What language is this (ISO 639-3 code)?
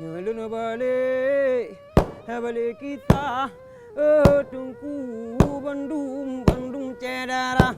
ace